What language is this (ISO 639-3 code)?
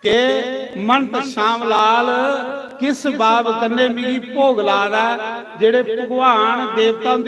doi